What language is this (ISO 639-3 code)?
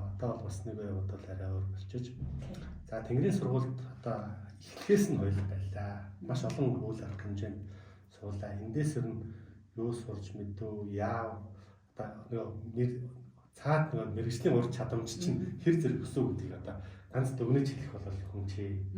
mon